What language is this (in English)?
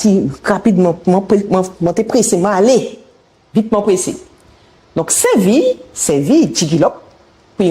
Guadeloupean Creole French